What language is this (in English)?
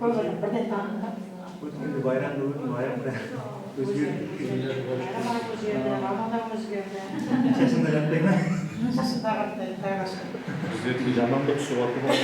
Kara-Kalpak